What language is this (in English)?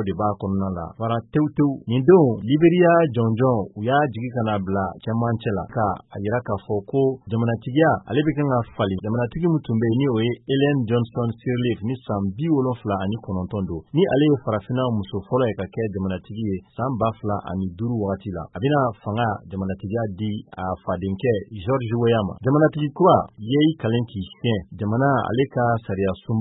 Bambara